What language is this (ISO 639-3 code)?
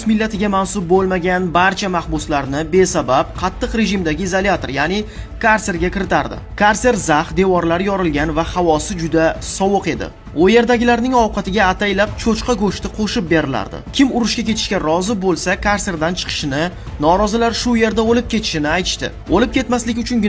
uzb